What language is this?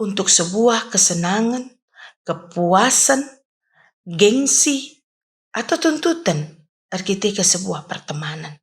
Batak Karo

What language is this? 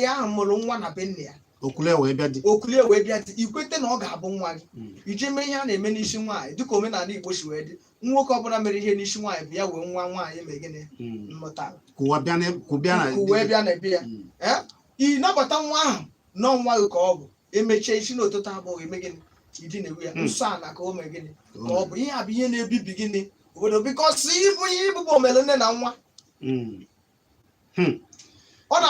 Igbo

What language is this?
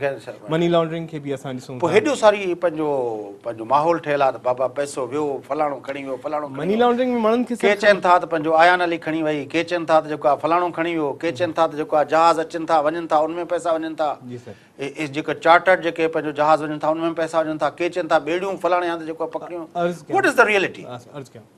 Sindhi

